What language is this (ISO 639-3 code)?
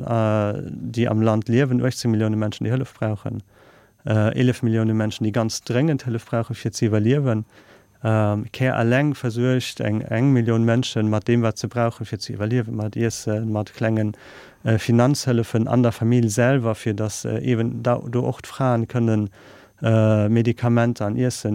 ltz